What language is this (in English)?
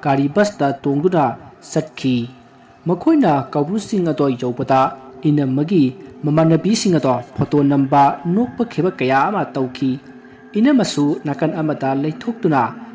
Manipuri